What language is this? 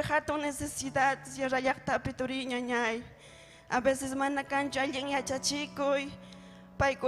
Ayacucho Quechua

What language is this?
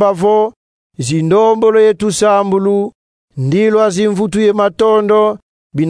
Kongo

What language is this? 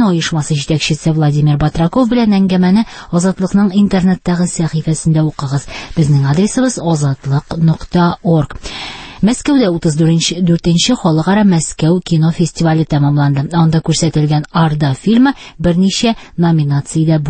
Tatar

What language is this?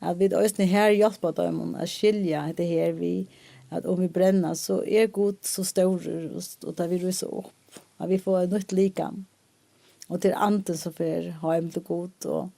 Faroese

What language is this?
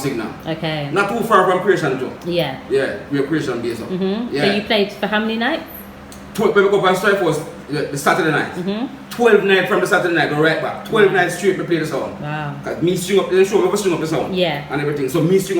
Jamaican Creole English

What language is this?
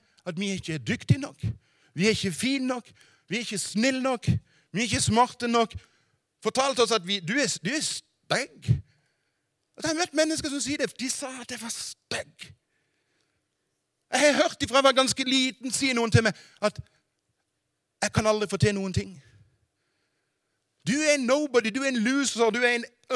Norwegian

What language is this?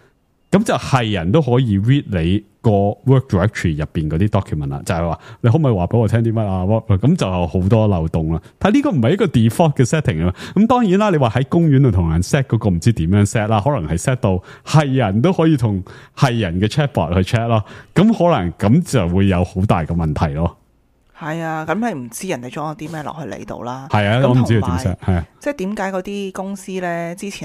Cantonese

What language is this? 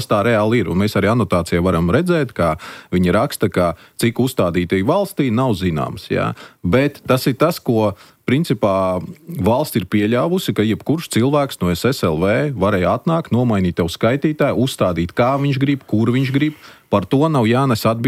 Latvian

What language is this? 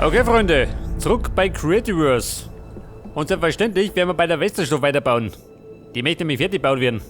Bavarian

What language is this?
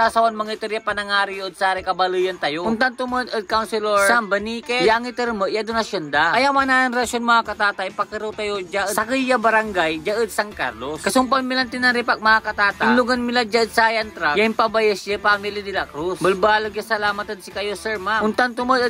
Pangasinan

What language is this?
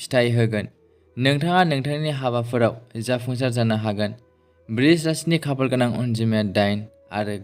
Bodo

